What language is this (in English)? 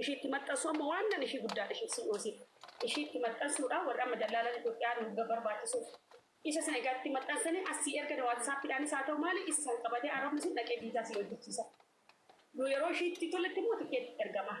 Oromo